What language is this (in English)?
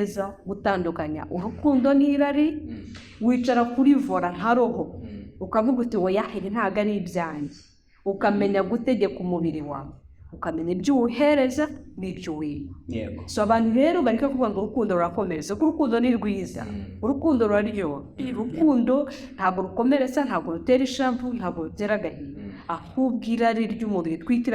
Kinyarwanda